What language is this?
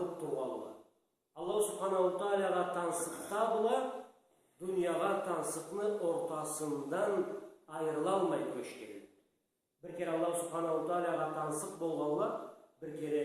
Karachay-Balkar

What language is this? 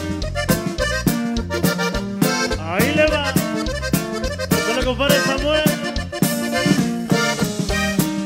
Spanish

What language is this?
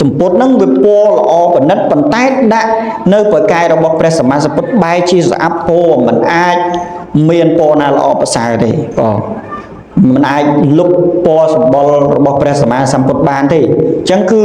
Khmer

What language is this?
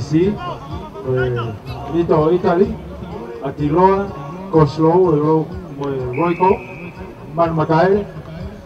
Tongan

